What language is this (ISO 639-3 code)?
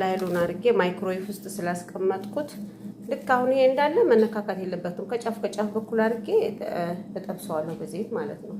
amh